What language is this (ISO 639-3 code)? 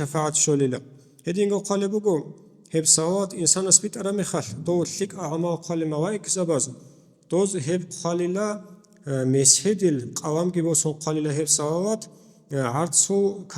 ava